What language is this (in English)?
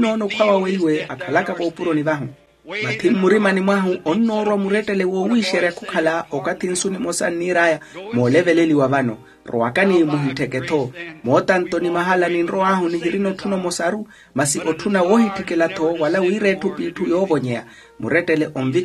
Makhuwa